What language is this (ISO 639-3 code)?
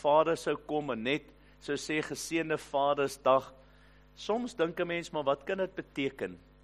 afr